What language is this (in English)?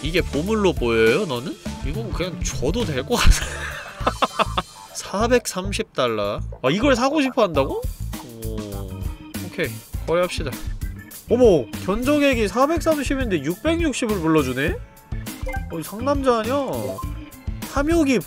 Korean